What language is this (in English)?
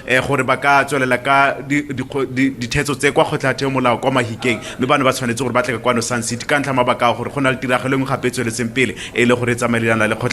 Tswana